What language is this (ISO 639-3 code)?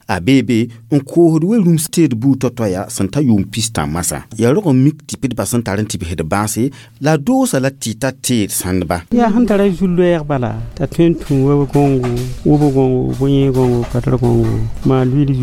mos